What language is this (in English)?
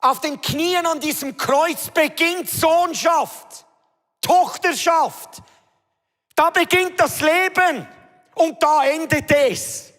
Swiss German